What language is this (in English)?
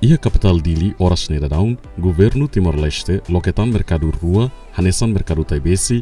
Tetum